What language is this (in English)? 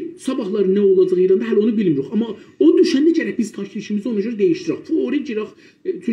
South Azerbaijani